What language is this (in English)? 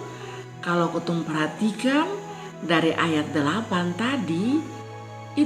Kupang Malay